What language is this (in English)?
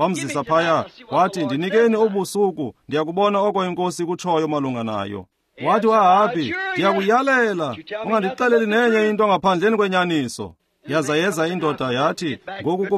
Xhosa